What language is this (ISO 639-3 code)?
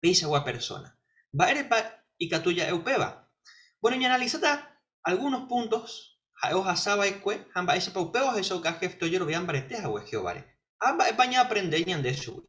grn